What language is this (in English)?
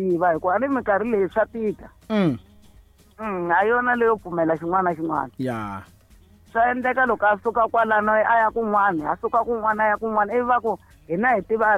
Tsonga